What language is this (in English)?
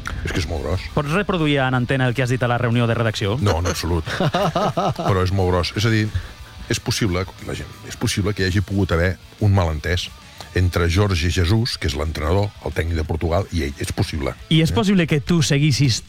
Catalan